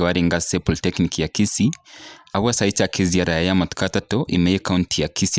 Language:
Gusii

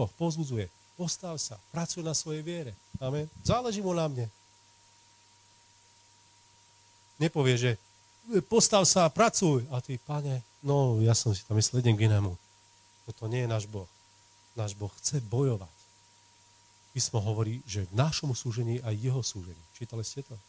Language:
Slovak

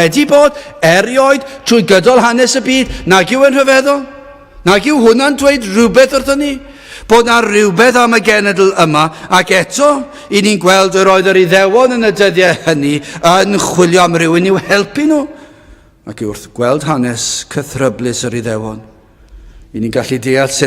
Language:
Welsh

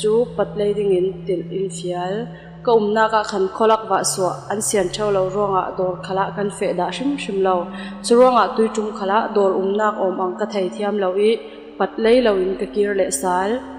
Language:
Falam Chin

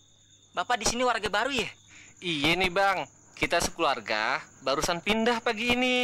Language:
Betawi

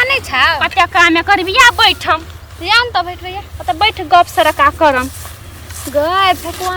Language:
Maithili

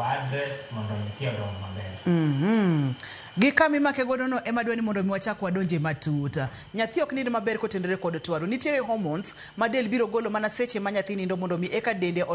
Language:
Luo (Kenya and Tanzania)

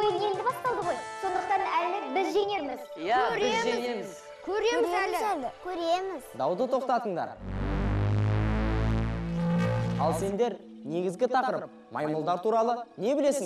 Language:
Kazakh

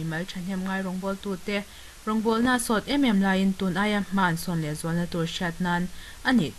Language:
Mizo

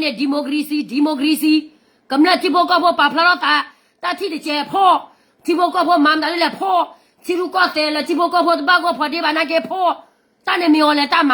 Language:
S'gaw Karen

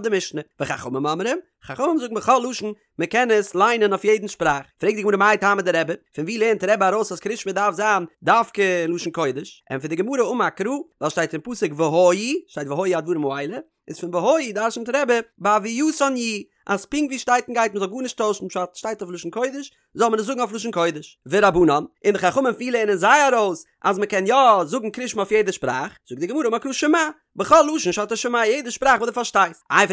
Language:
Yiddish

